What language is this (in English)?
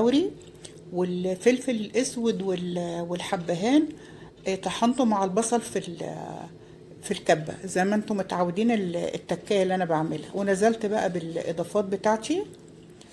Egyptian Arabic